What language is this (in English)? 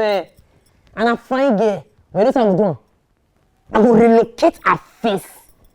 Nigerian Pidgin